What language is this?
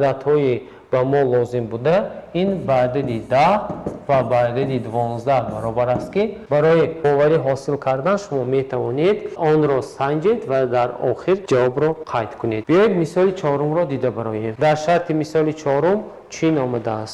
Tajik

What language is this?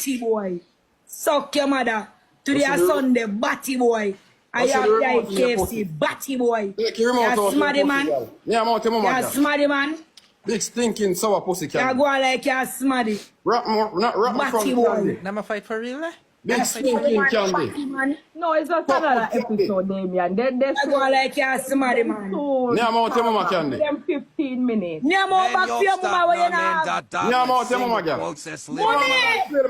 Jamaican Creole English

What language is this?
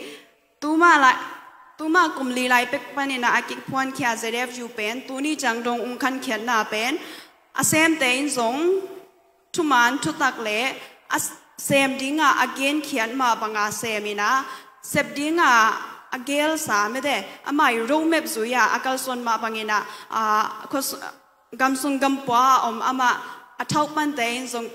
Tedim Chin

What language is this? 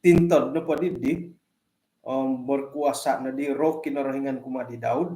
Central Dusun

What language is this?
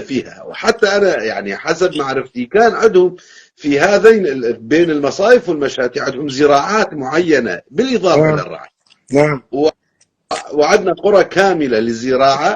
North Levantine Arabic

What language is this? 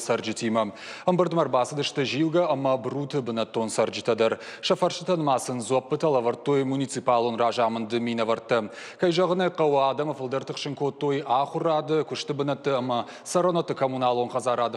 Ossetic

